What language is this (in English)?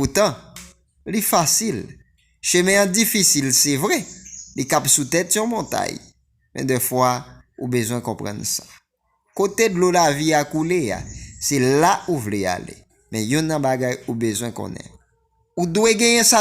Haitian Creole